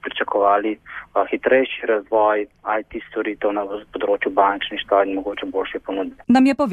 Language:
Slovenian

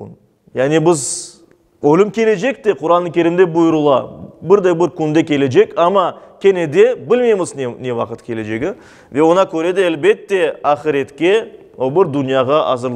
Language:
Crimean Tatar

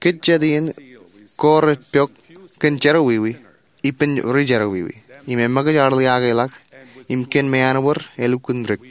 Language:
Marshallese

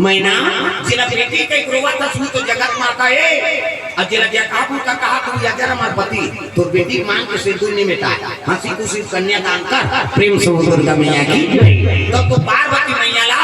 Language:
Chhattisgarhi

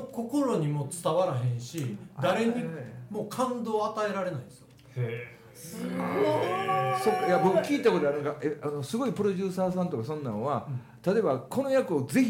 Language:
Japanese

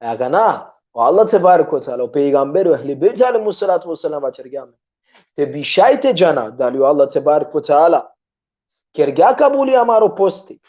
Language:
Balkan Romani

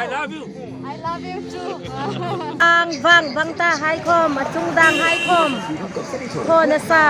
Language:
Hmar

